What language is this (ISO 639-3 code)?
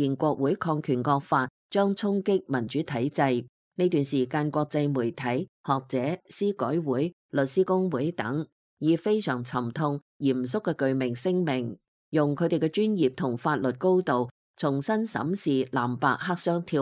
yue